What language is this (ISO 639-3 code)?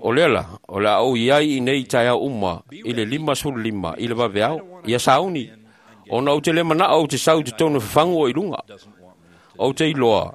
smo